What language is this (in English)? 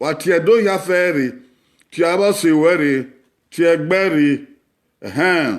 Bini